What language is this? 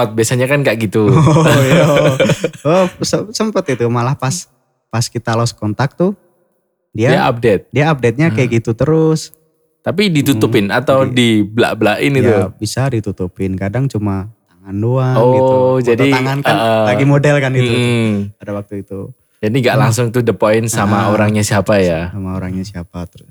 Indonesian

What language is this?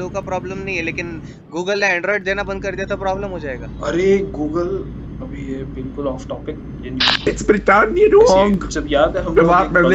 Hindi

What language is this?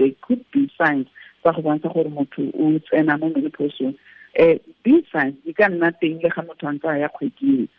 Tswana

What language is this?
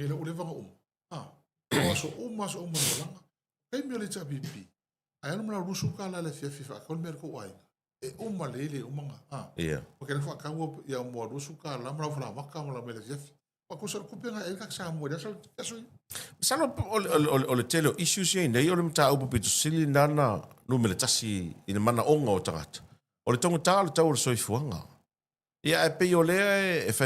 Samoan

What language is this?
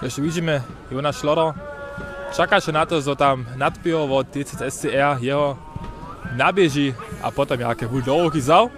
Upper Sorbian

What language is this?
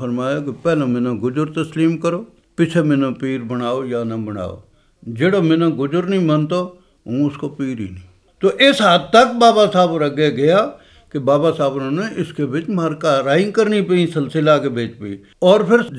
Gujari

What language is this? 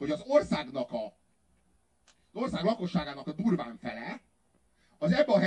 Hungarian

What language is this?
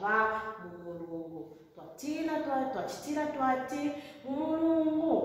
Bemba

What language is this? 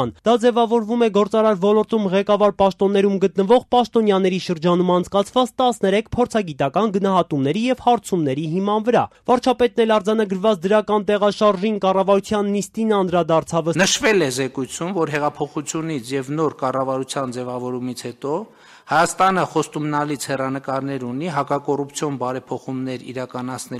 Armenian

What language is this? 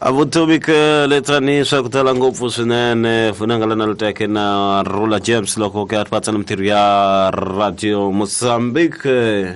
Tsonga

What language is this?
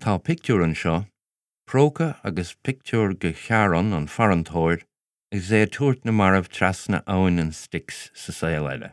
Irish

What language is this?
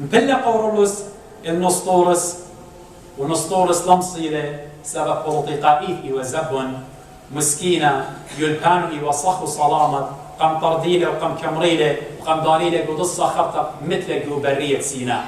Assyrian Neo-Aramaic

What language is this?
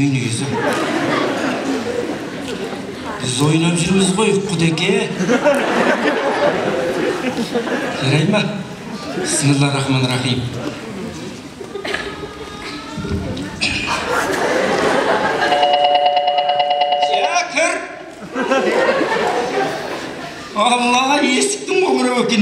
Kazakh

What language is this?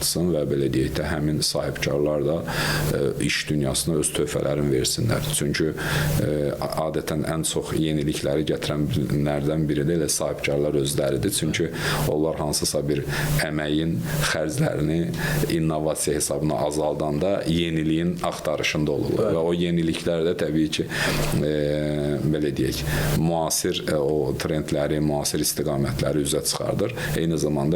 Azerbaijani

